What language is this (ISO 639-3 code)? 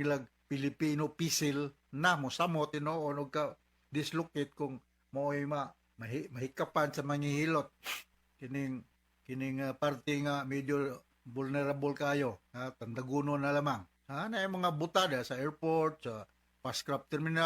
ceb